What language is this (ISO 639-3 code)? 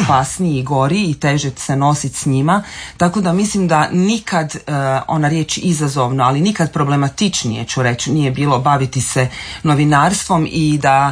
hrv